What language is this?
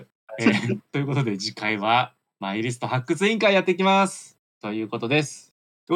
Japanese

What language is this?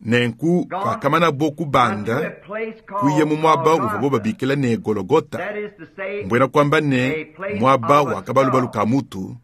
Luba-Lulua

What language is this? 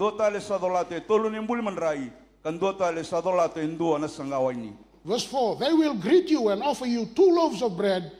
Fijian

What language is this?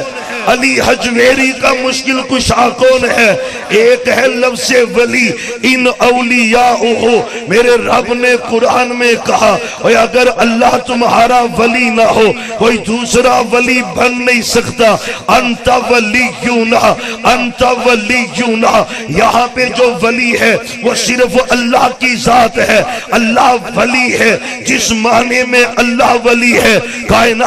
Urdu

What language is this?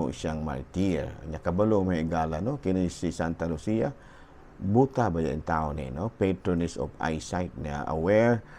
Cebuano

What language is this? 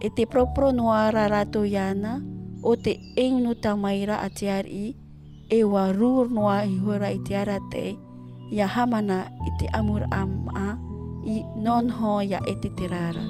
Tahitian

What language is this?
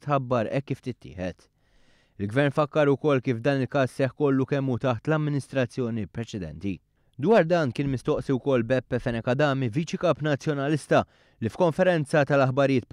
Maltese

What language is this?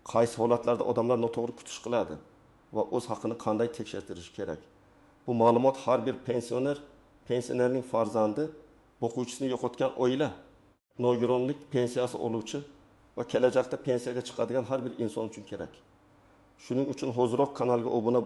Uzbek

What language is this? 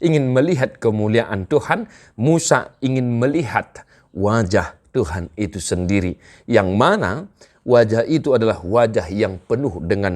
Batak Toba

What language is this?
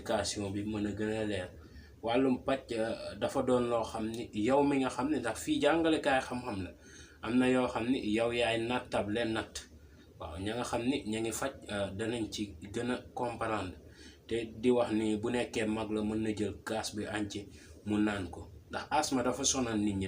Wolof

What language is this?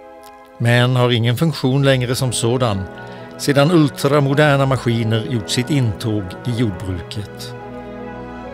Swedish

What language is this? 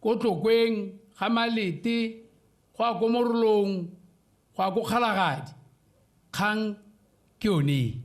Tswana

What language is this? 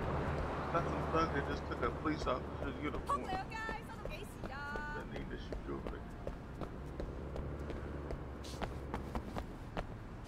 English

